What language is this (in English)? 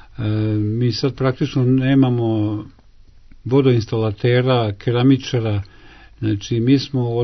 Serbian